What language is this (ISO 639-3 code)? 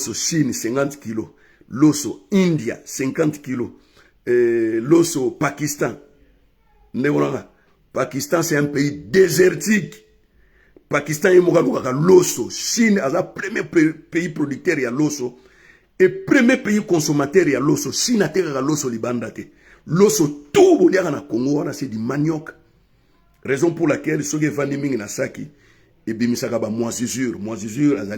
lin